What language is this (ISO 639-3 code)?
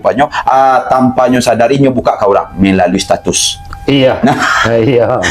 min